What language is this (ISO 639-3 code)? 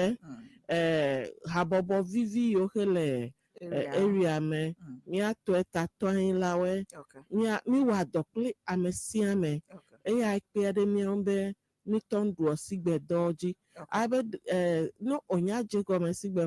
ewe